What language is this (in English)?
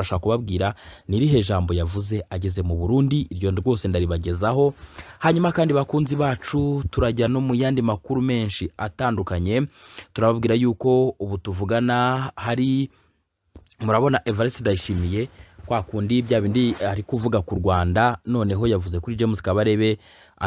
Kinyarwanda